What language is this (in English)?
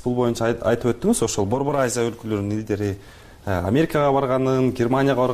Kyrgyz